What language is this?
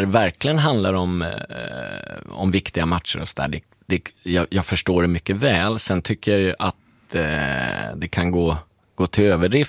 Swedish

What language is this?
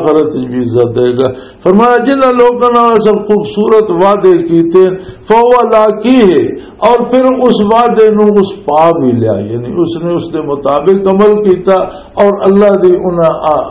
Western Panjabi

